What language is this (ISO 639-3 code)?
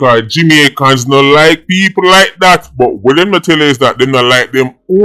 jam